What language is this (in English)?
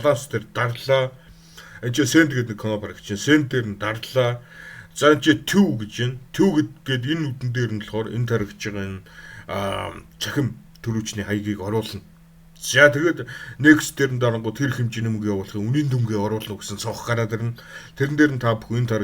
Mongolian